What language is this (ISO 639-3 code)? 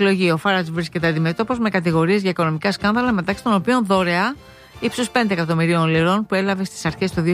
ell